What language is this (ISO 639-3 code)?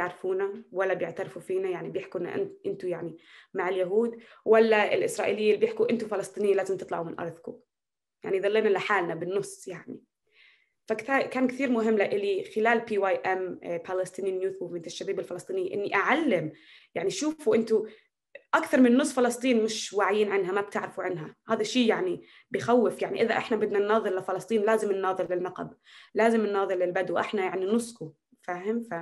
apc